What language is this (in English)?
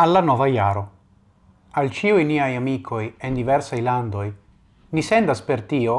Esperanto